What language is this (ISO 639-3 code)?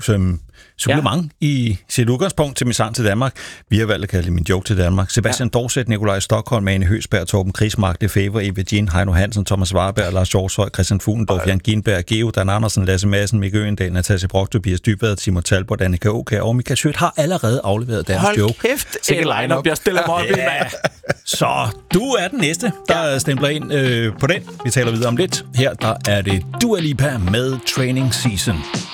dan